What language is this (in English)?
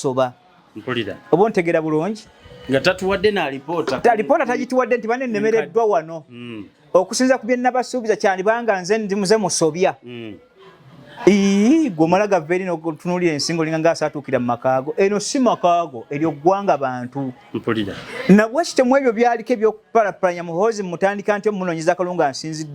Ganda